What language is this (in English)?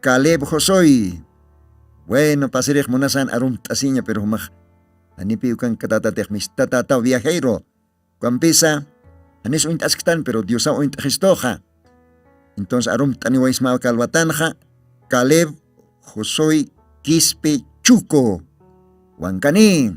Aymara